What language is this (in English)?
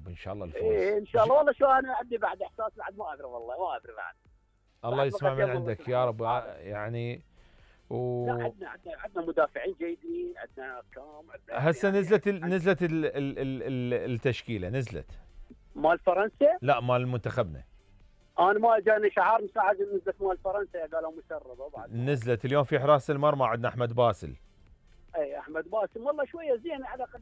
Mesopotamian Arabic